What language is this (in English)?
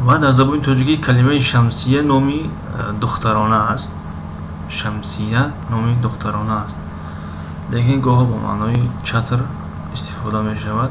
Tajik